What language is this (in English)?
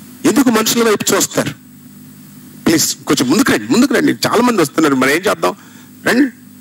Telugu